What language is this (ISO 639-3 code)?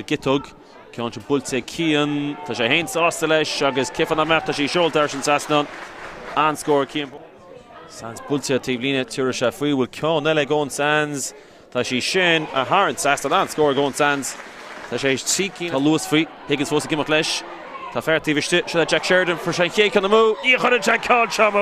gle